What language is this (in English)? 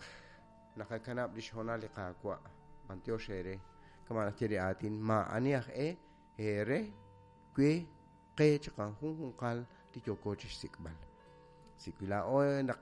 Kekchí